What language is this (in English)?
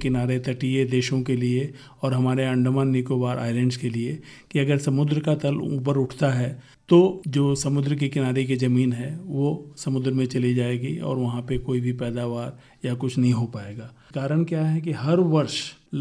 Hindi